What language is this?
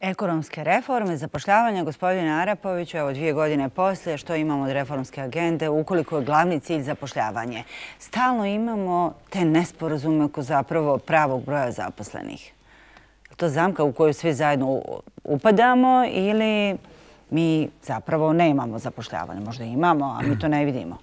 Bosnian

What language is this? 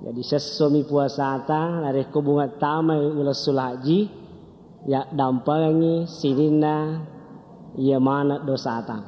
Buginese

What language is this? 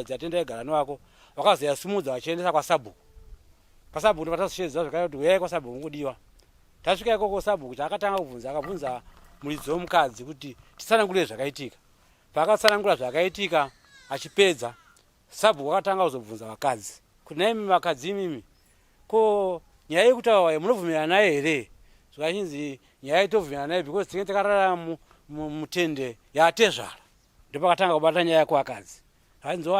Shona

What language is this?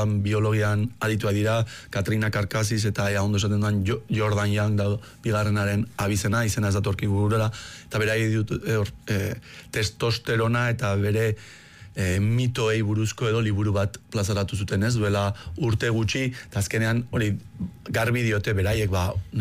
Basque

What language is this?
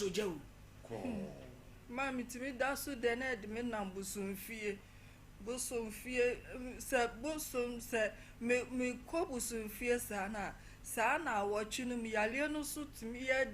Akan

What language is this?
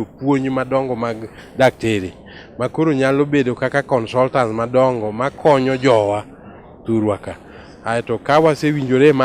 Luo (Kenya and Tanzania)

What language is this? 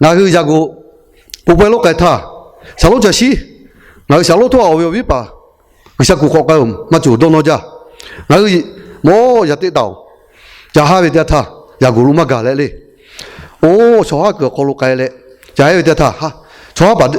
Lahu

